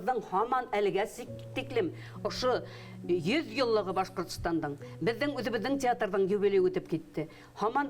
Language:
Bashkir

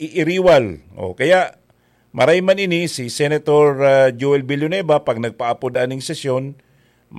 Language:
Bikol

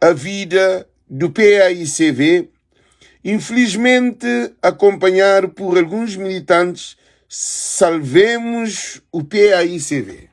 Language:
Kabuverdianu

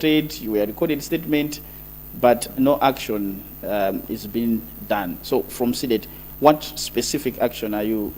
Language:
Nyanja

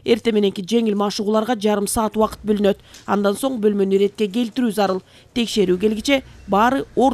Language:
Kyrgyz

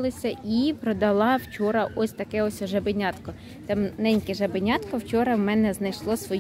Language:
Ukrainian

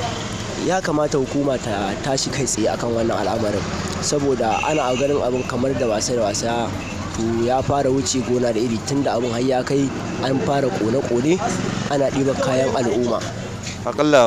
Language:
Hausa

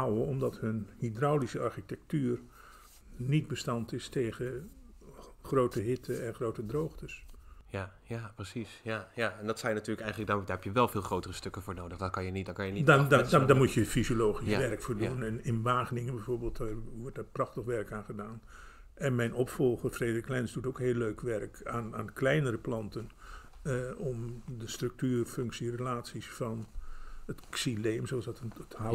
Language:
Dutch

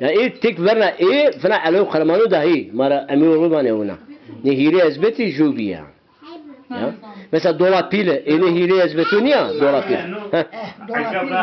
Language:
Zaza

